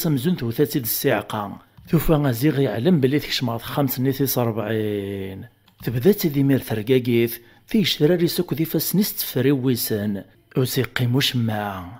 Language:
Kabyle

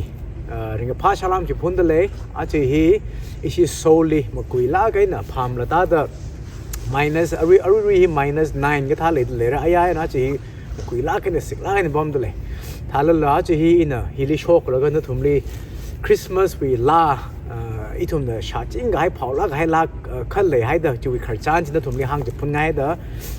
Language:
Tangkhul Naga (India)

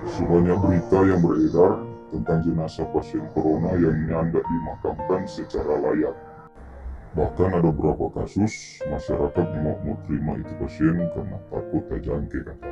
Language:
Manado Malay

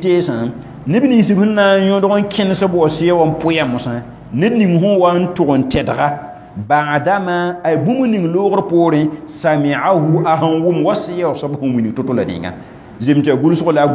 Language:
Mossi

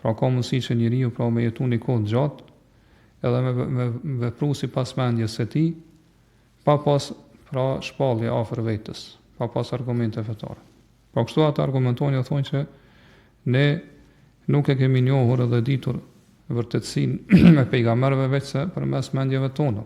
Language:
Albanian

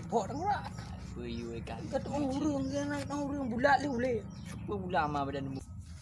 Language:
Achinese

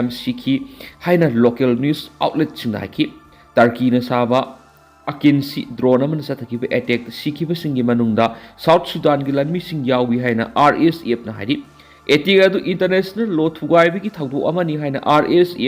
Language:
Manipuri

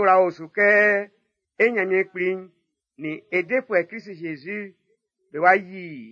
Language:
Baoulé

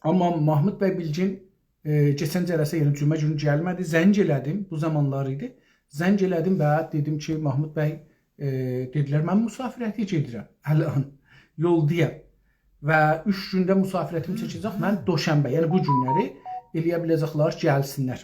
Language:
South Azerbaijani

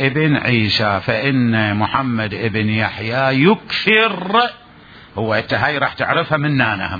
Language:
Mesopotamian Arabic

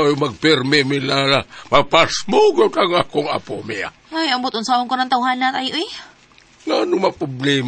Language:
Cebuano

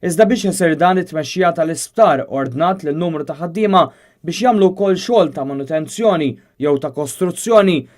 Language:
Maltese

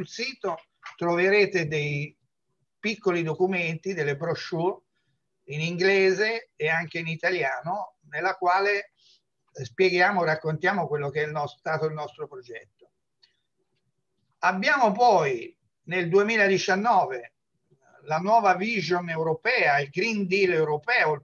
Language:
Italian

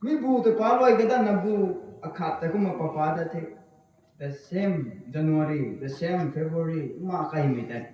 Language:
Rongmei Naga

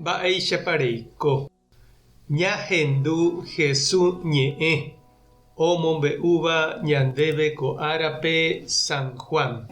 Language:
Guarani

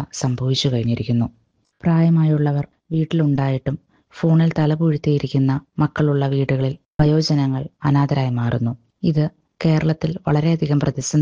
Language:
Malayalam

